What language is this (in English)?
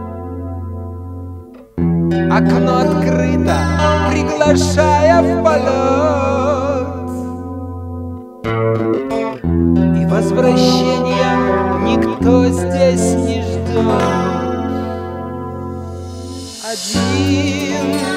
Russian